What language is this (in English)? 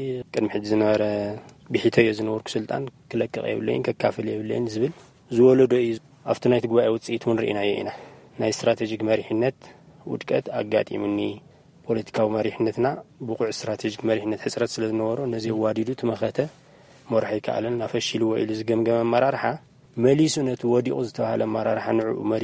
Tigrinya